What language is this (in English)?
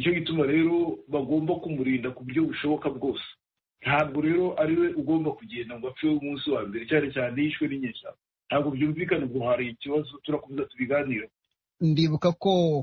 Kinyarwanda